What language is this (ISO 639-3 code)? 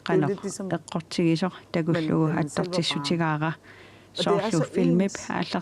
kal